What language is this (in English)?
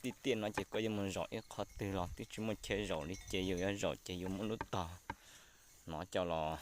Hmong